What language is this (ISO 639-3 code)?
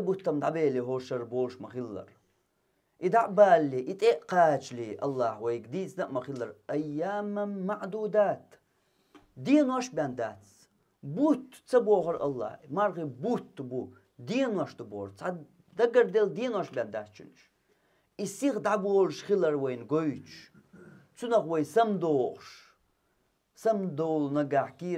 che